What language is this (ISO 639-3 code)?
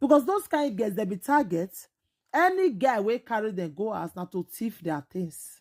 pcm